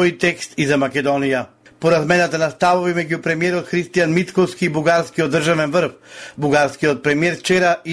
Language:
Macedonian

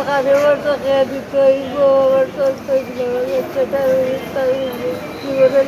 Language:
Sylheti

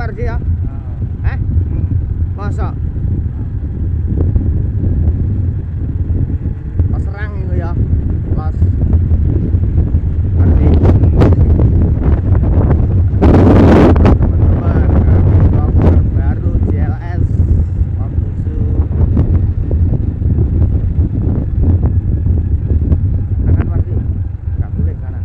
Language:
Javanese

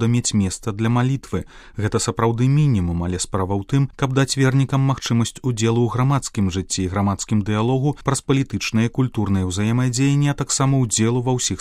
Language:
Belarusian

